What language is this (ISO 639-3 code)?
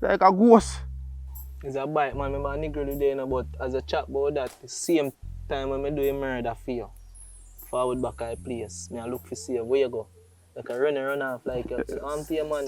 jam